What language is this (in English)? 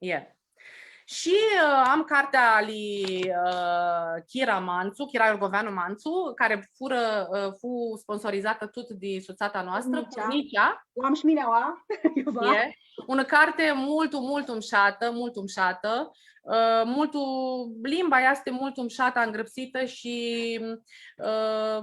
Aromanian